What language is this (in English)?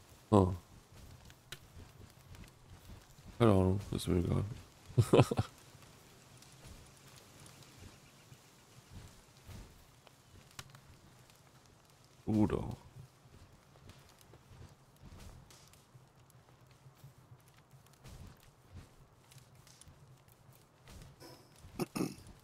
German